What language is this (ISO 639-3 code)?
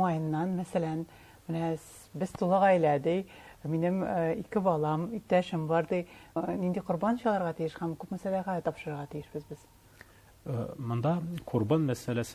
tat